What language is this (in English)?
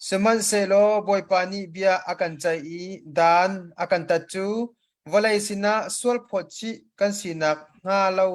Hakha Chin